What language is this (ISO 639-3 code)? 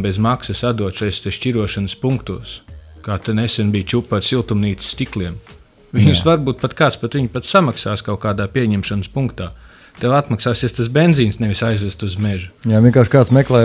lav